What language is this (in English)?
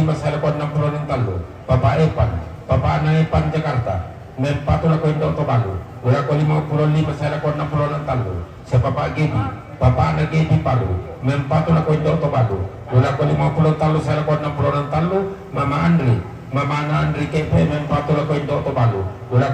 Toraja-Sa'dan